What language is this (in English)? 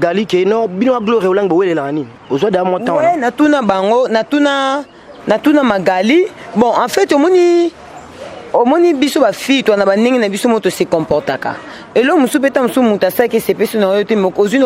Lingala